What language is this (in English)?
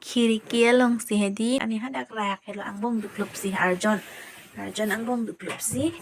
Karbi